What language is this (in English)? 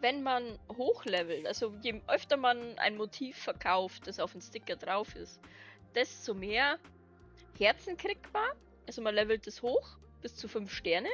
Bavarian